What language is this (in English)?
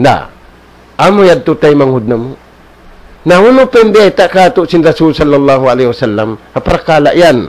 Tausug